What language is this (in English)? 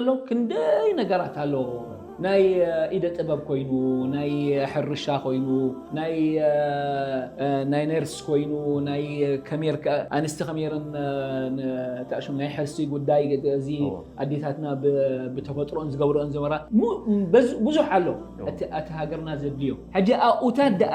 Tigrinya